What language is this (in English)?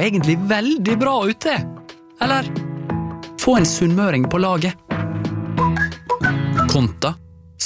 Norwegian